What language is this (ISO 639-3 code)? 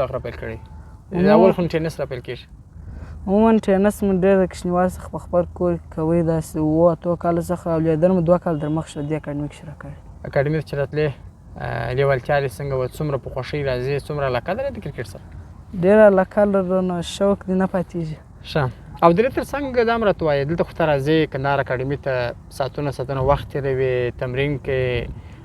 pus